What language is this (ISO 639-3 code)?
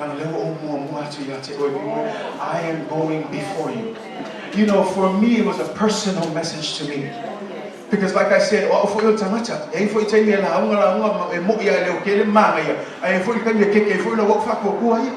smo